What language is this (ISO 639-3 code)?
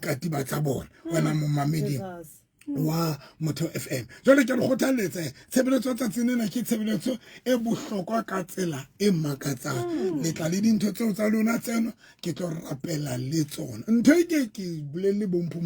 sot